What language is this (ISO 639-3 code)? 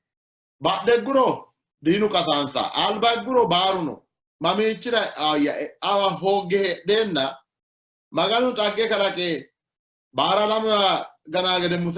sid